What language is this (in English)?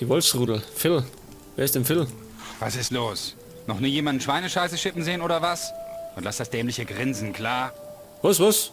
Bavarian